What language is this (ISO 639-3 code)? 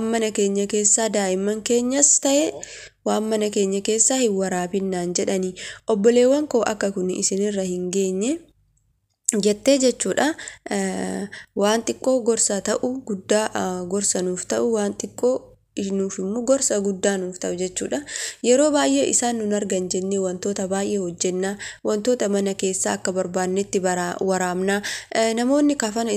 orm